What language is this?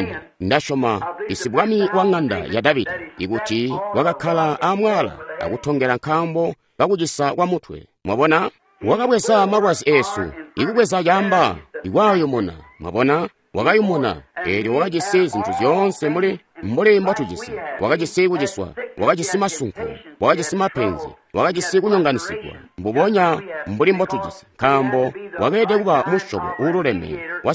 Tonga (Zambia)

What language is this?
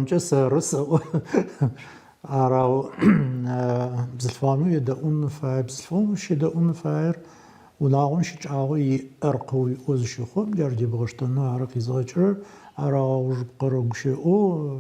Adyghe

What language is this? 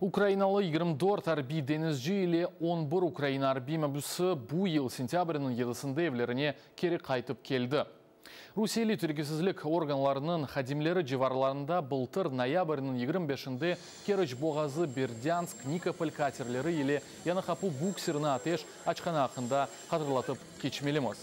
Crimean Tatar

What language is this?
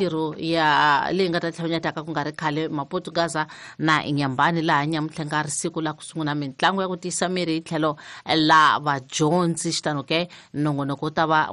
Tsonga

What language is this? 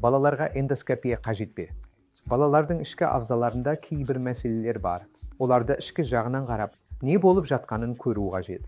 Kazakh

